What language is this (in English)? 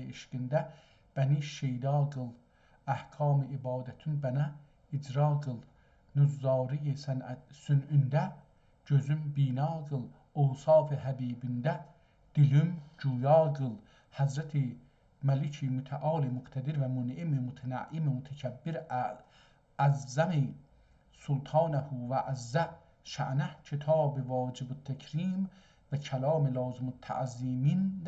South Azerbaijani